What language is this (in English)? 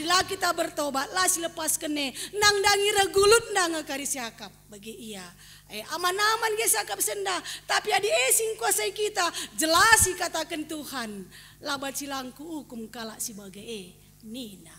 Batak Karo